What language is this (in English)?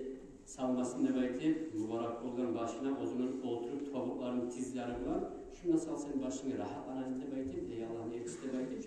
Kumyk